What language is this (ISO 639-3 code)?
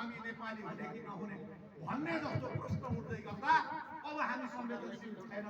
nep